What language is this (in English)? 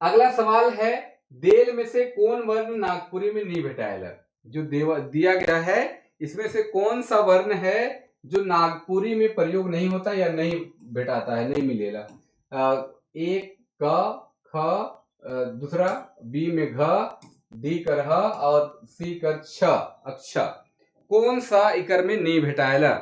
Sadri